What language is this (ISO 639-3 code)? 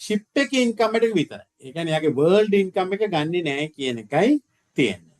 sin